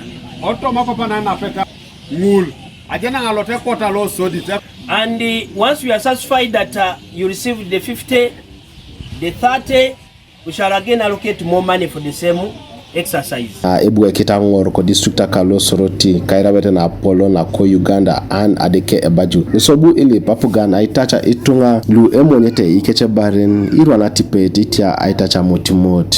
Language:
Teso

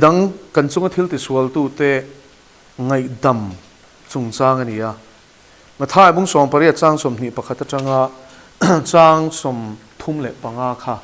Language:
Mizo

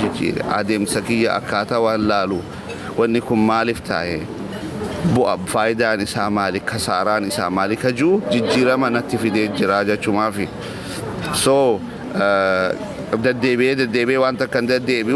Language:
Oromo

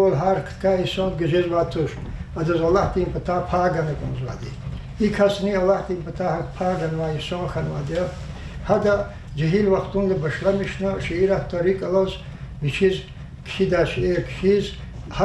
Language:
Lezghian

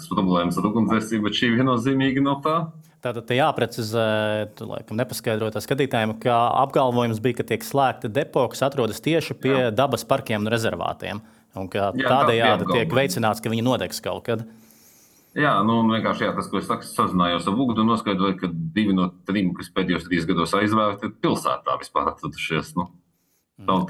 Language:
Latvian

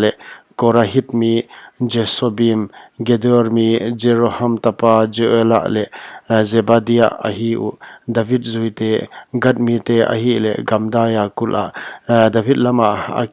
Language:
Paite Chin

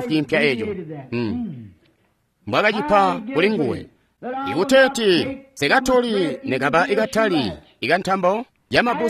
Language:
Tonga (Zambia)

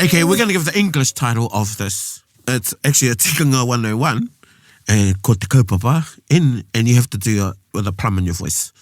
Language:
Māori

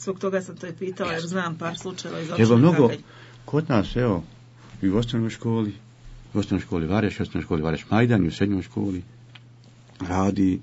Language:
Bosnian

